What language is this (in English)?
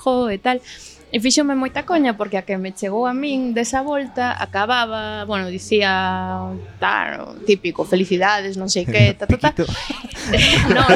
Galician